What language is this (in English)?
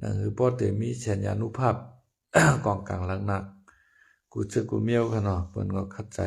Lao